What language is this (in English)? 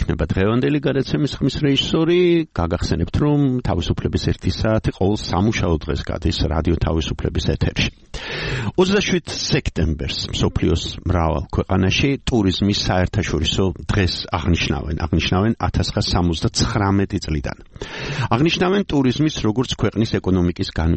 Georgian